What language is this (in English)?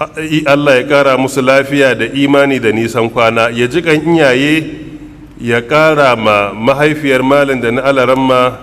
Hausa